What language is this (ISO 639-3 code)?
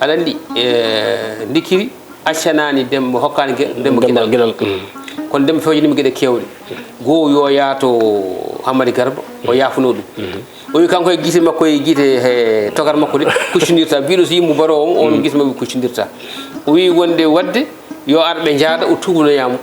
ful